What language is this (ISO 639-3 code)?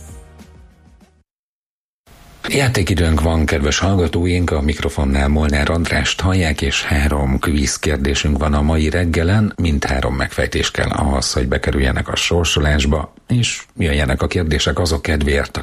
hun